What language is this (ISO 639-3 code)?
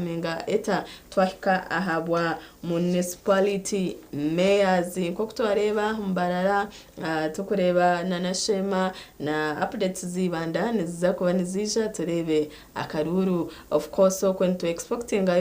nyn